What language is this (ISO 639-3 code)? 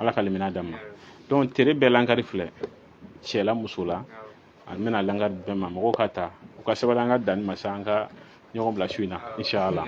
bam